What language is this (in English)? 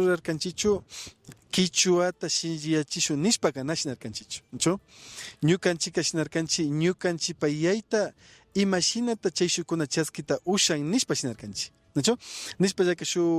Imbabura Highland Quichua